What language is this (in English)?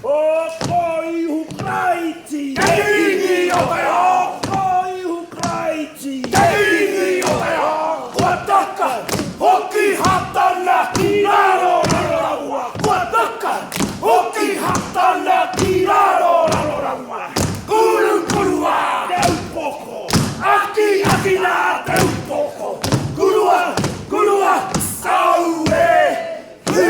Māori